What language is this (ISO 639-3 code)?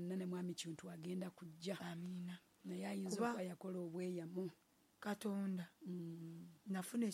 lug